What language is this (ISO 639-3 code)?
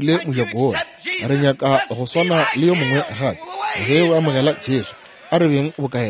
nso